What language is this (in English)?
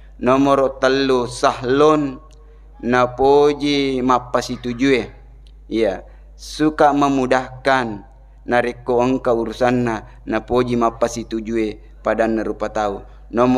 Buginese